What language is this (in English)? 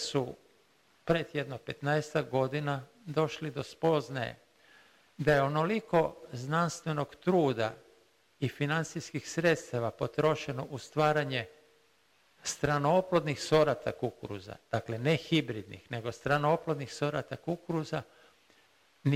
Croatian